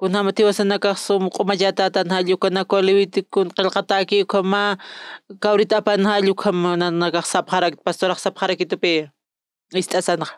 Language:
Aymara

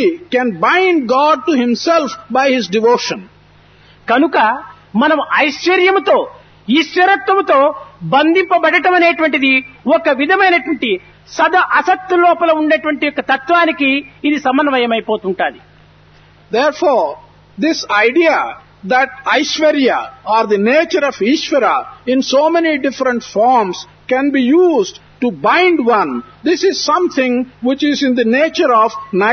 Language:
Telugu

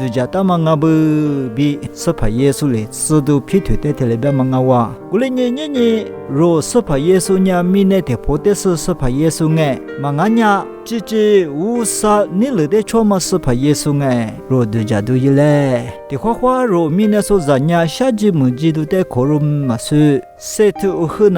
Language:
Lisu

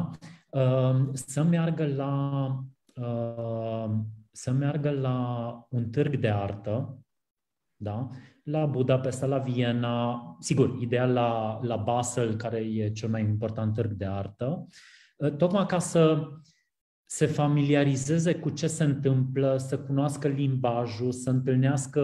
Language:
Romanian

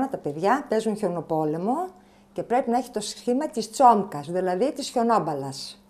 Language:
Greek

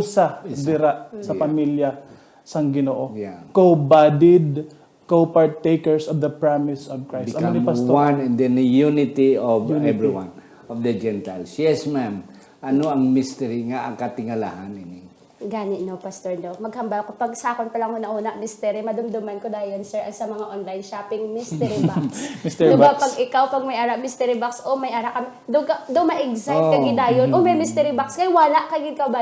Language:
Hiligaynon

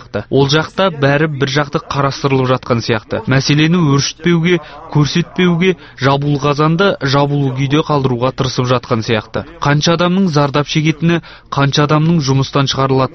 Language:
Kazakh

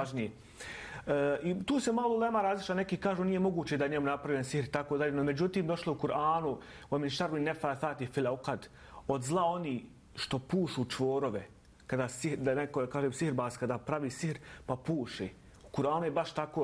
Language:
Bosnian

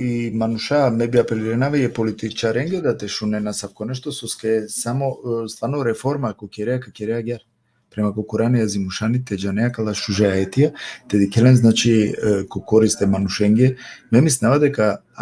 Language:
Balkan Romani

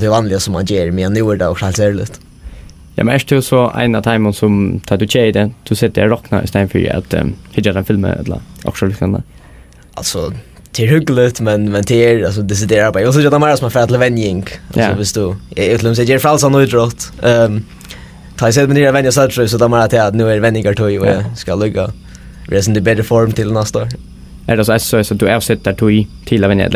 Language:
Faroese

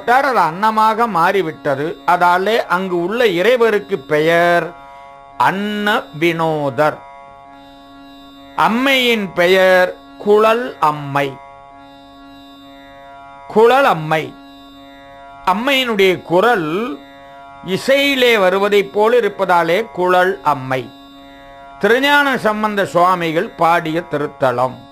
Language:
Tamil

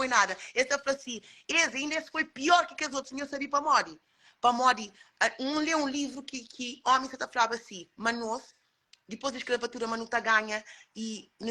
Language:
Kabuverdianu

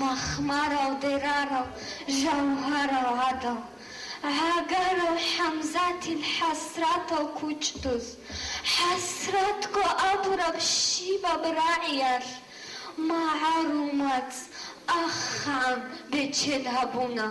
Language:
Avaric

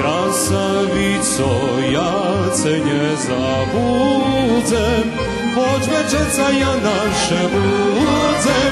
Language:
Rusyn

